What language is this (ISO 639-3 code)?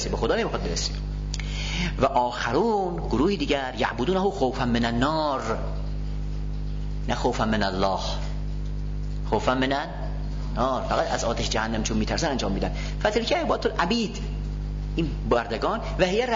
fas